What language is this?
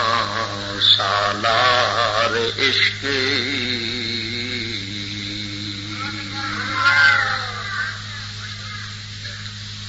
Urdu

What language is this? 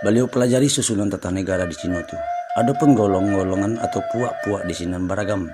Minangkabau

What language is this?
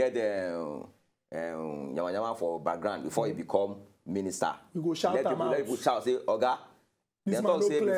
Nigerian Pidgin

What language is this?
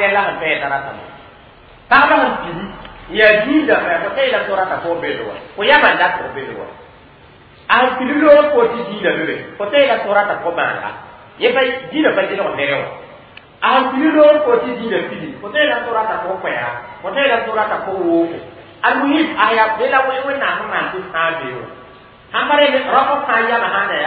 Mossi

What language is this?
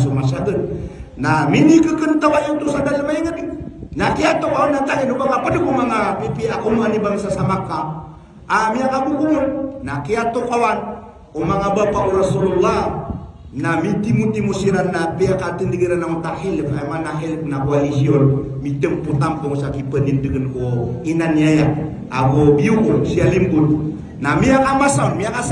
Maranao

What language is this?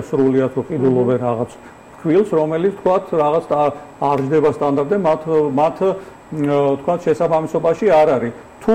Georgian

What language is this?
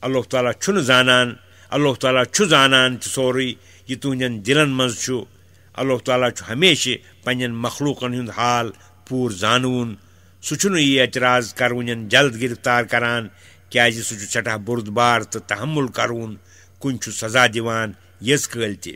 Kashmiri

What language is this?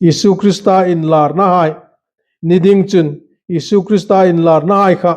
Hmar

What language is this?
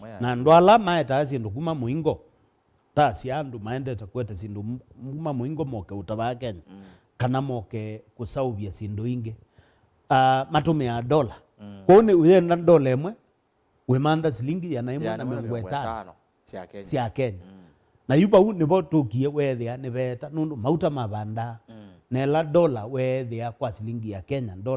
Kamba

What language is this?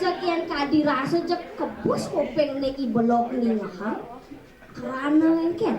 Balinese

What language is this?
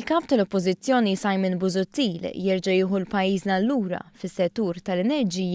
Maltese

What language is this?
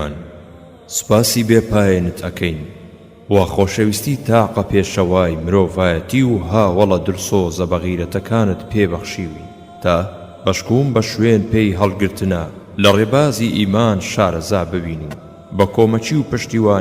Central Kurdish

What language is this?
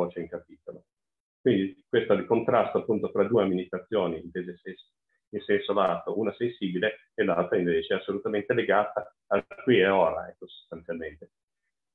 Italian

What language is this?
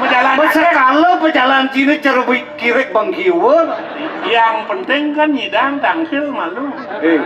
Balinese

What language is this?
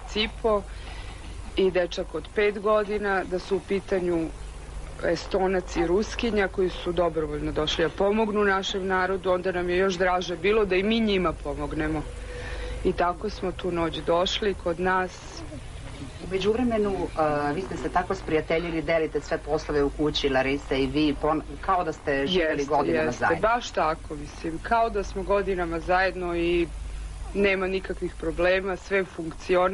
Serbian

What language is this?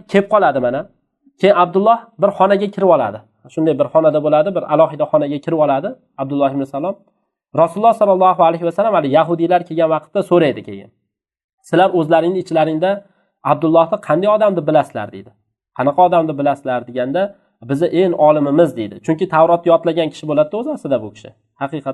Uzbek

